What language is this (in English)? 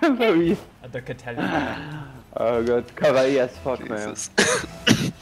Luxembourgish